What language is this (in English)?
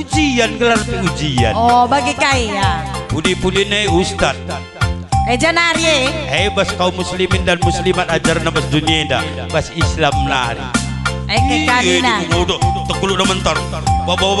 Batak Karo